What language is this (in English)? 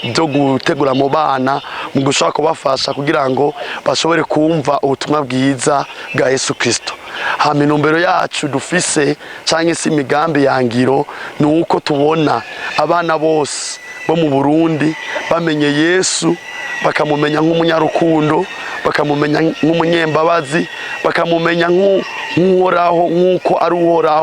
Rundi